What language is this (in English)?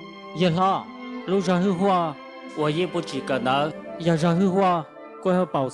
Hmong